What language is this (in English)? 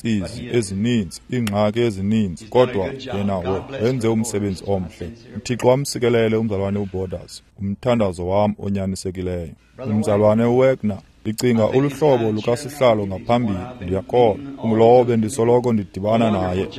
Xhosa